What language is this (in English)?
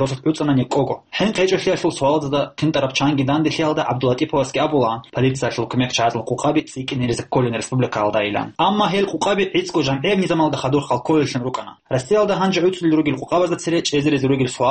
Avaric